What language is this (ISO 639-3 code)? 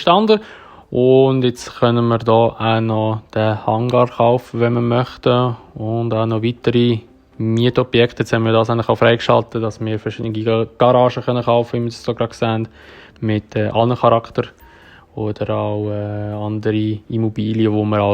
gsw